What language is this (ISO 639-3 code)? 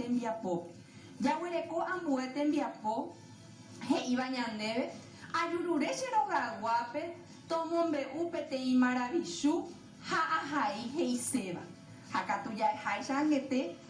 grn